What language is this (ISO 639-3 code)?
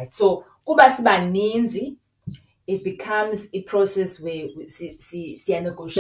xho